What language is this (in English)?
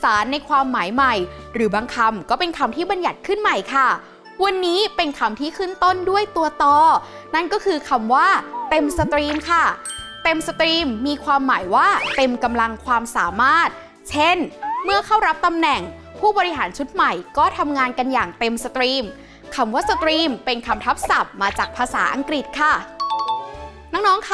Thai